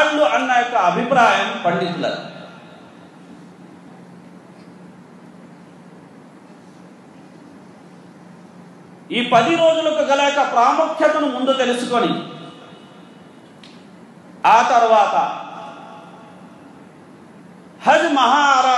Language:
Telugu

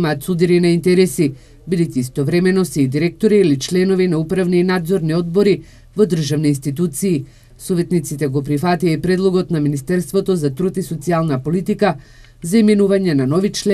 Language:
Macedonian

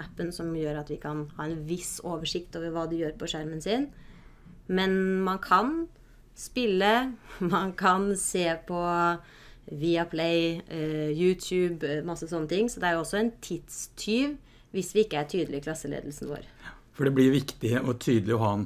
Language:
Norwegian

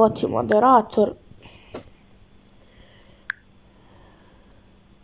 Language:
Croatian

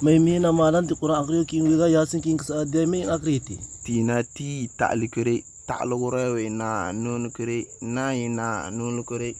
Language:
Somali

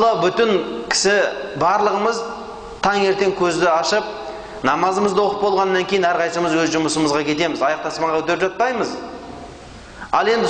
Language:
Kazakh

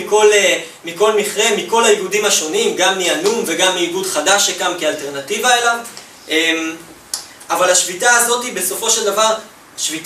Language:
Hebrew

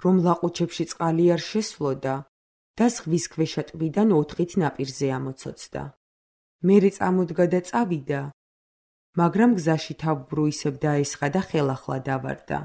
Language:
Georgian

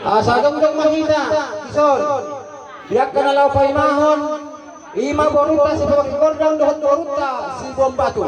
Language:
Batak Toba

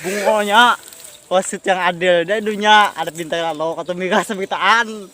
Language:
Banjar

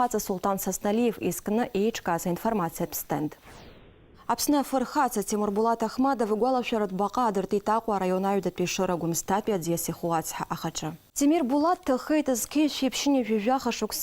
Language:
Abkhazian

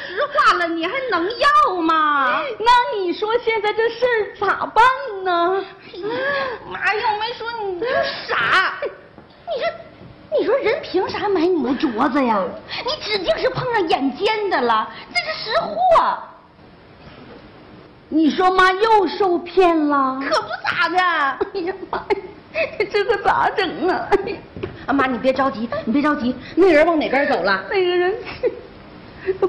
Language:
Chinese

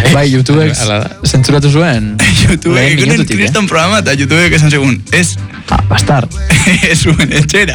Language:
Basque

